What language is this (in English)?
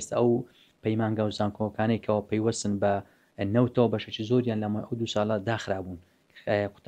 Central Kurdish